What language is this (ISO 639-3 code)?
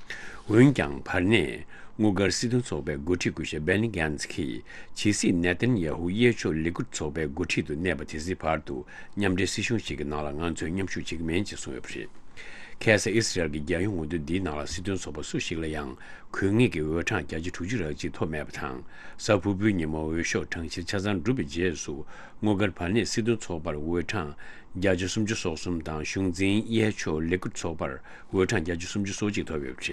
bod